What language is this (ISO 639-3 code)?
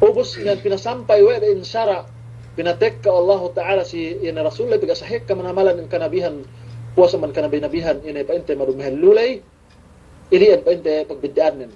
yka